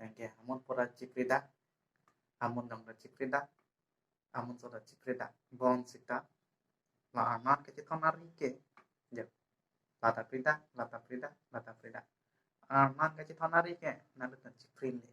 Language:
Karbi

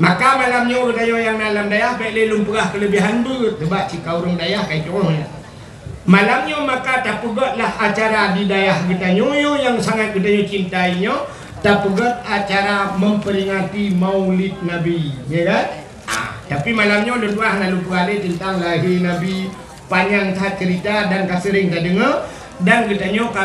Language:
Achinese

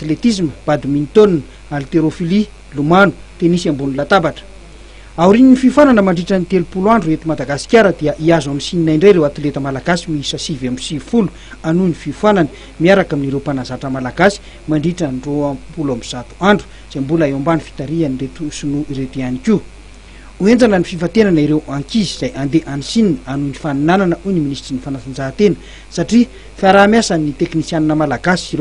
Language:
Malagasy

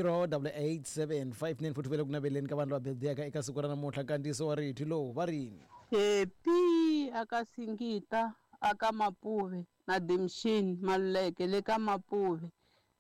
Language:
Tsonga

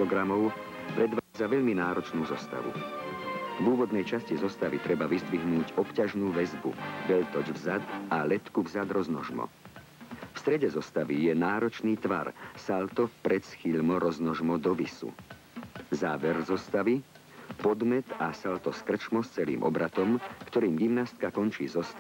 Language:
Slovak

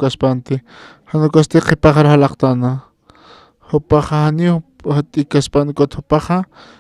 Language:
Aymara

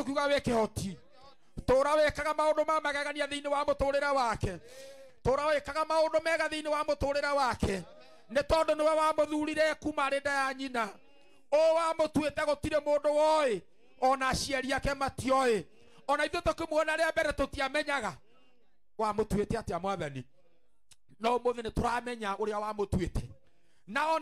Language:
Kikuyu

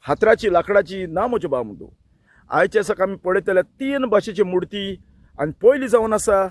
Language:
Konkani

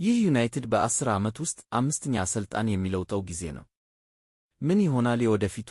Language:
Amharic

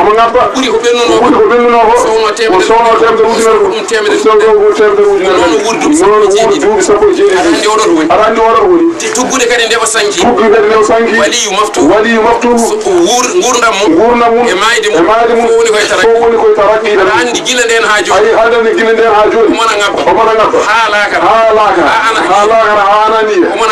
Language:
Fula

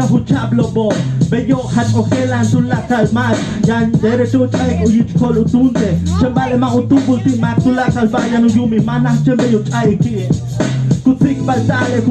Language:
Yucateco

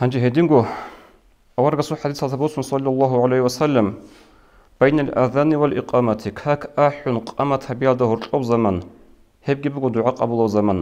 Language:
Avaric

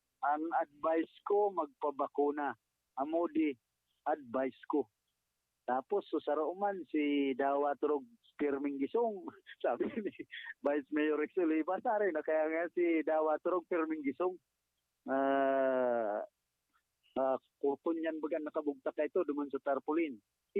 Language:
Bikol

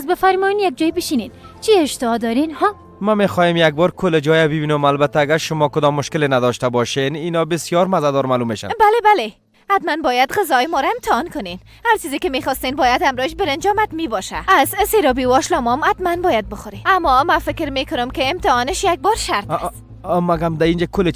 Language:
Persian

